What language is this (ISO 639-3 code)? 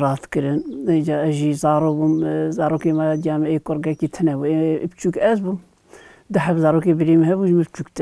kur